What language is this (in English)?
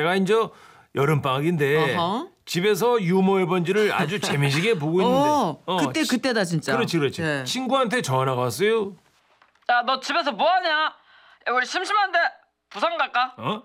Korean